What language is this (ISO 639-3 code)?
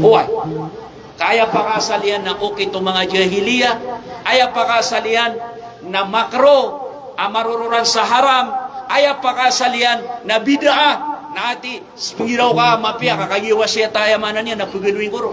mrw